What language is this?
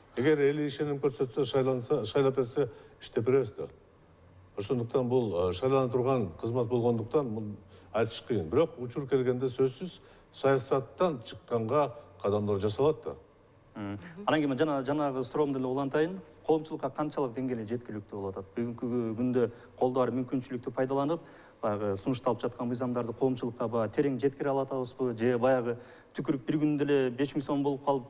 Kyrgyz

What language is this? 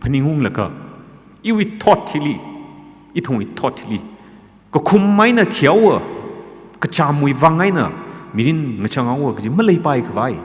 Tangkhul Naga (India)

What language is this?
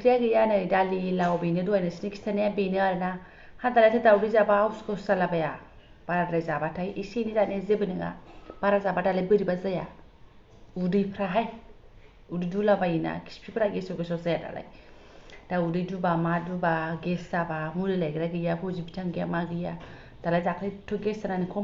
Bodo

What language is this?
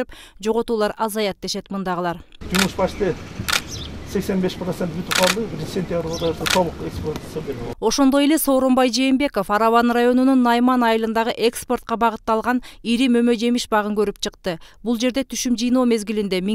Kyrgyz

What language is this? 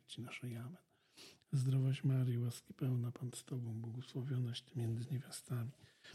Polish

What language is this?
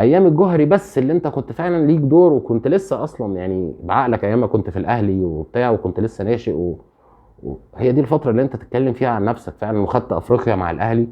Egyptian Arabic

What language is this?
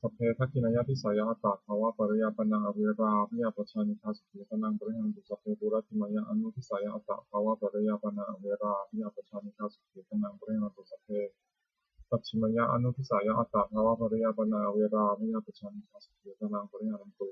Pali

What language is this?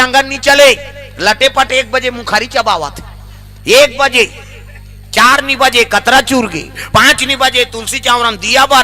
Chhattisgarhi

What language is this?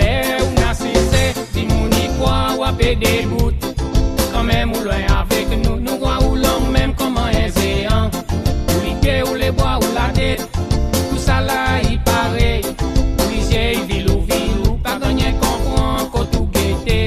Seselwa Creole French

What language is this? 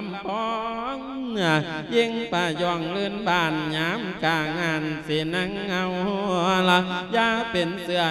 Lao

